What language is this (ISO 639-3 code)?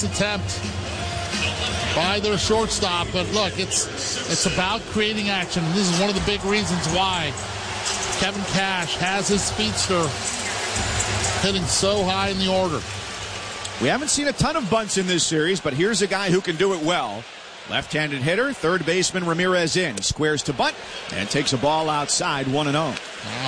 eng